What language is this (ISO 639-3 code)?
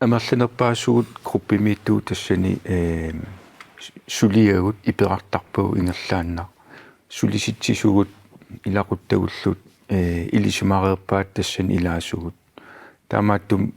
kal